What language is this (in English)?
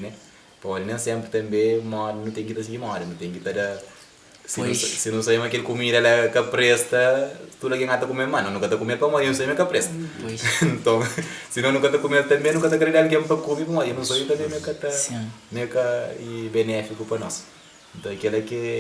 Kabuverdianu